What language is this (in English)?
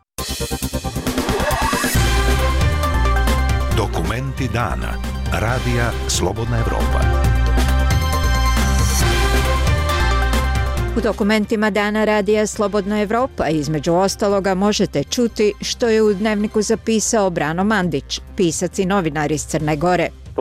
Croatian